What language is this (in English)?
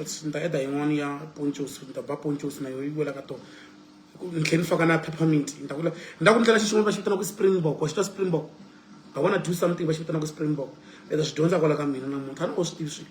Tsonga